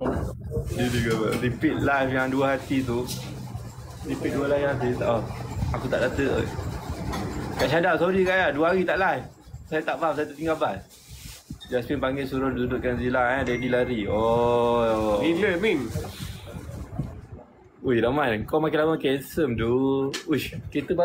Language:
Malay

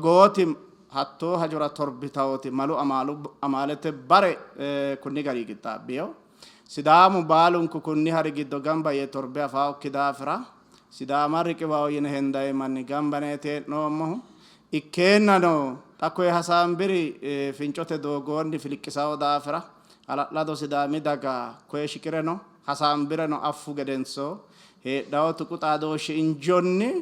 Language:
Sidamo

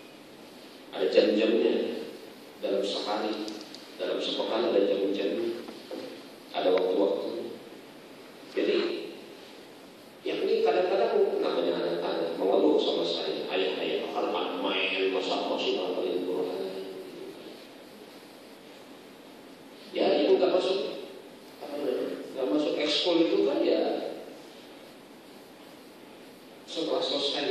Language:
Indonesian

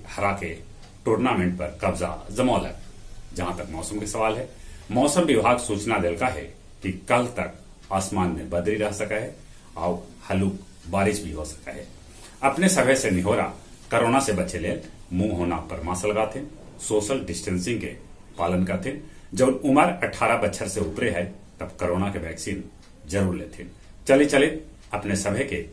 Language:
Magahi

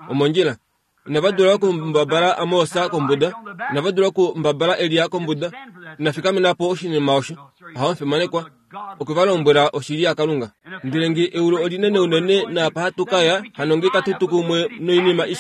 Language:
Kuanyama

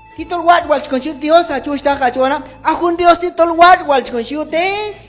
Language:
Q'anjob'al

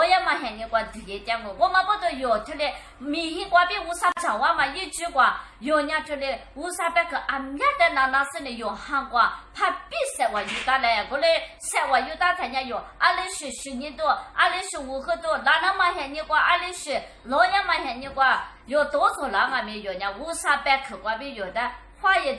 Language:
Lisu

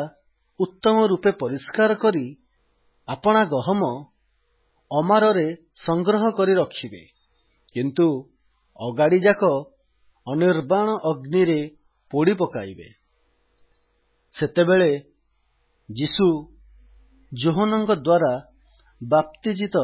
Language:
Odia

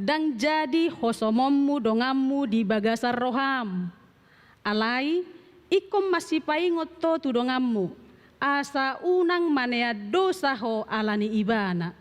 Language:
Batak Toba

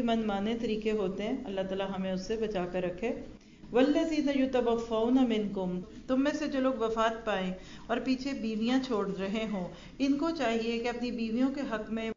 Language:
Urdu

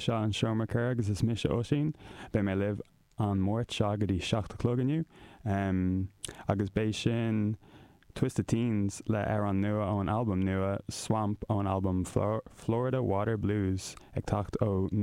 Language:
Irish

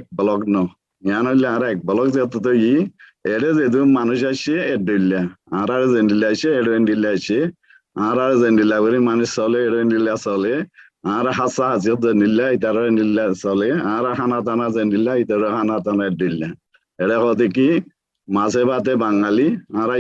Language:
Rohingya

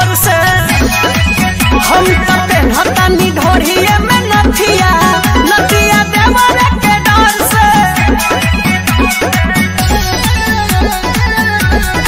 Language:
Bhojpuri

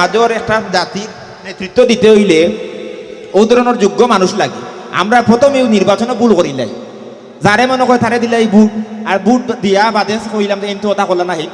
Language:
Sylheti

